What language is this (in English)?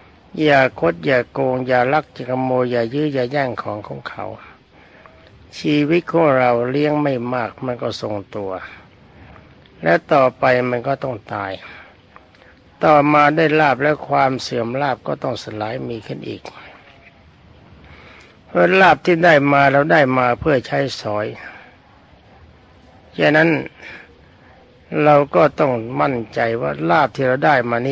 Thai